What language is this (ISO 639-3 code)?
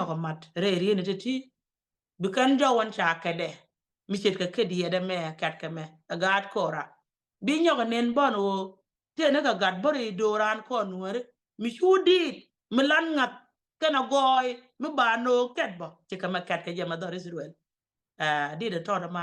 nus